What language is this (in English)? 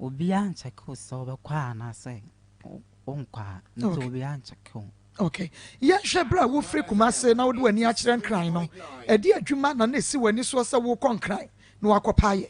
Akan